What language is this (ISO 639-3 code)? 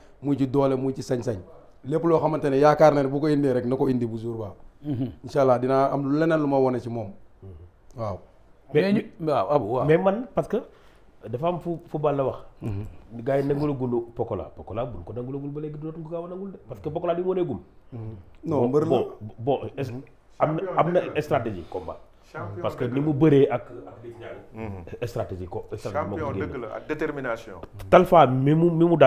wol